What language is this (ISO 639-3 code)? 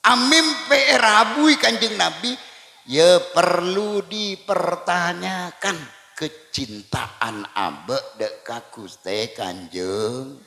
mad